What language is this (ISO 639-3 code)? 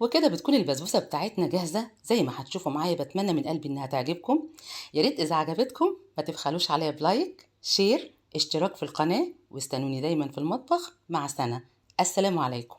arz